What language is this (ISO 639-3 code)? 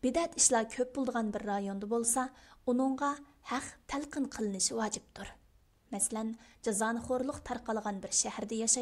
uig